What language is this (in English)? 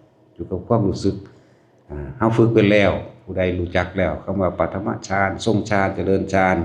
Lao